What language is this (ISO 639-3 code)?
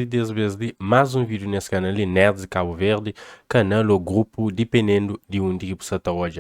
kea